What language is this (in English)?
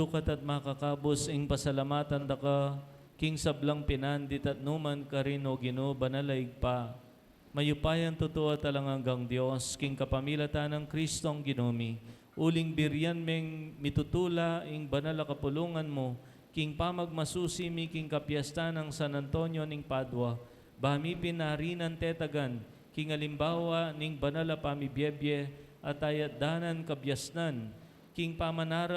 Pampanga